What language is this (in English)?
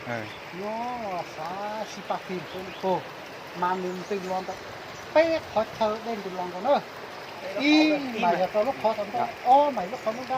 Hmong